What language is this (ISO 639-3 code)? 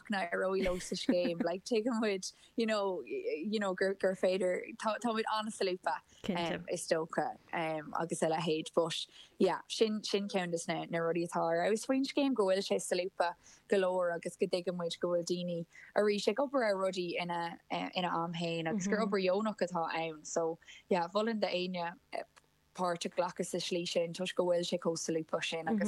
gle